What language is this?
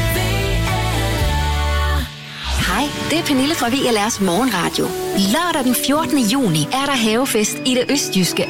Danish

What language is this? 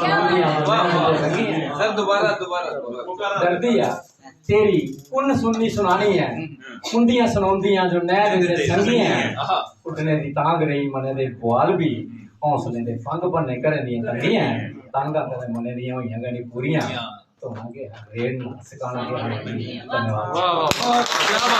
Dogri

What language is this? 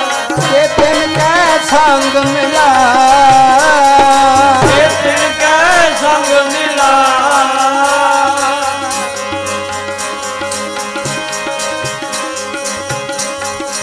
Punjabi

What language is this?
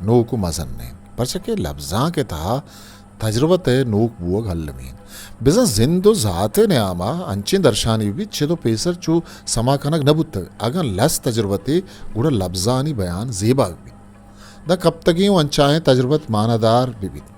Eastern Balochi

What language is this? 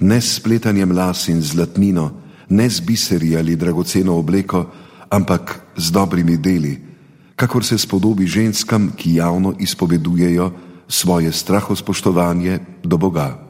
Slovenian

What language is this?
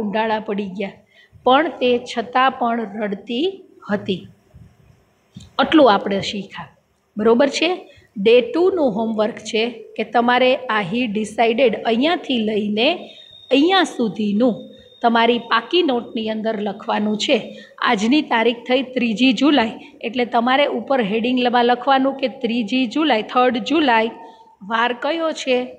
Gujarati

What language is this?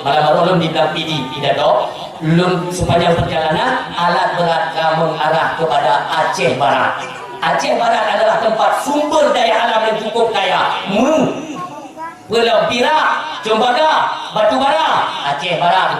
Achinese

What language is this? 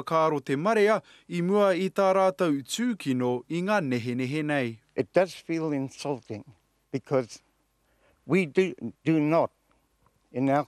Māori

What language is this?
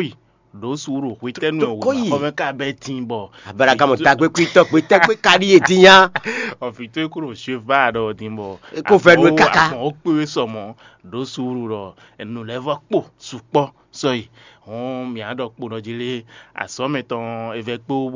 Fon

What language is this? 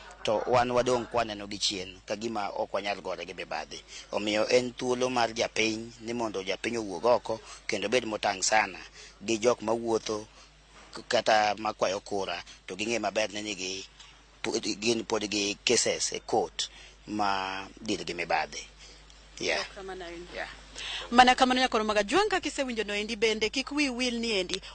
Luo (Kenya and Tanzania)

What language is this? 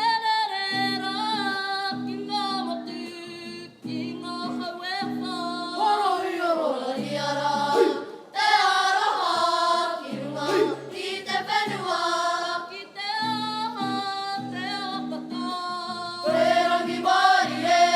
Māori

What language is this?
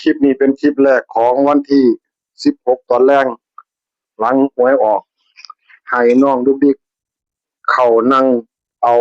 Northeastern Thai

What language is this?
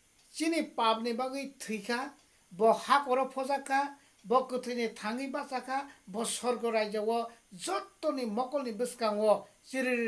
Kok Borok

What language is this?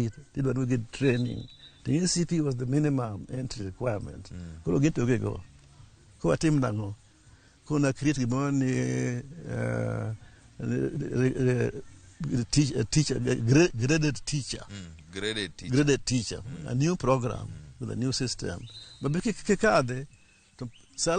Luo (Kenya and Tanzania)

